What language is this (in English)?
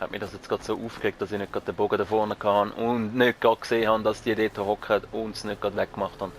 Swiss German